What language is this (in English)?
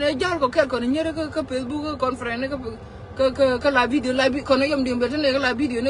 Nuer